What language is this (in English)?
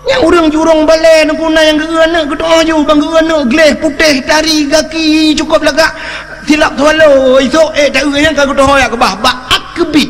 Achinese